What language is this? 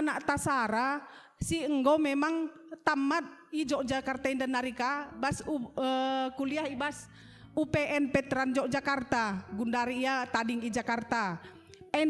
Batak Karo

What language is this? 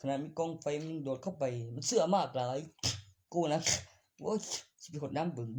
Northeastern Thai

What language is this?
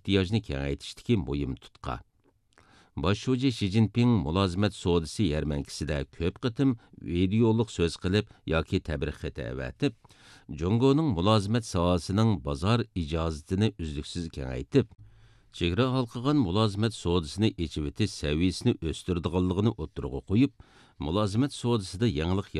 Uyghur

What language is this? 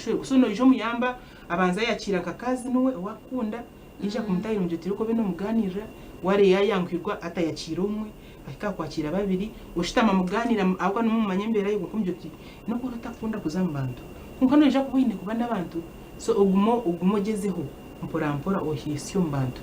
Nyankole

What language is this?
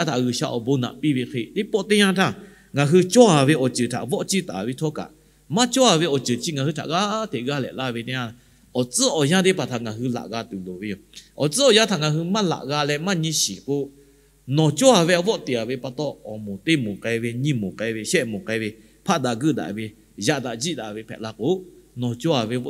Lahu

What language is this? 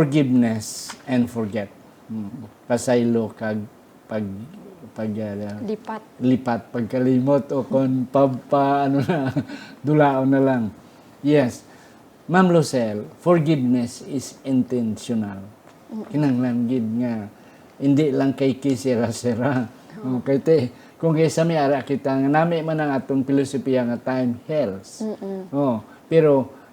Hiligaynon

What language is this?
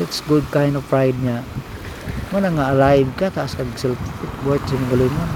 Cebuano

